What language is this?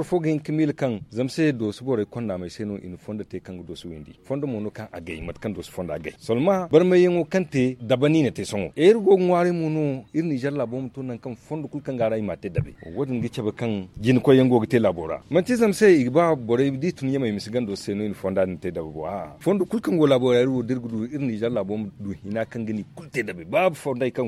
Zarma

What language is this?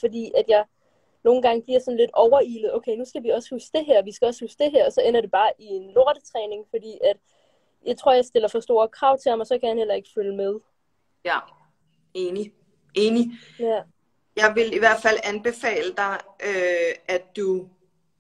Danish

